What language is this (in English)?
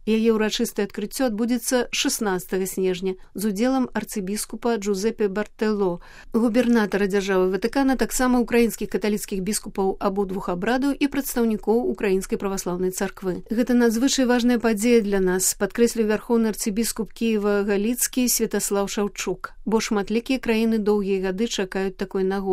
Belarusian